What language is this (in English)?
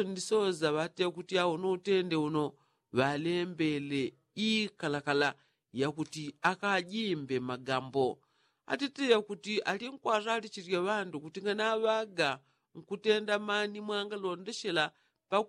Yao